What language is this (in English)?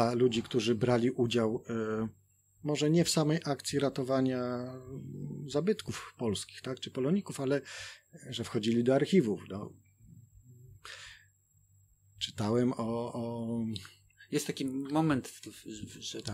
Polish